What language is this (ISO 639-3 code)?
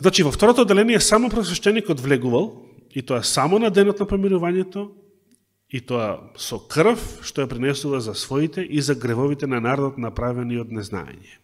mkd